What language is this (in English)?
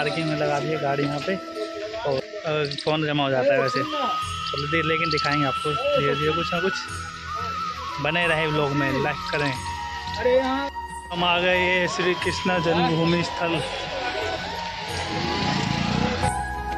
Hindi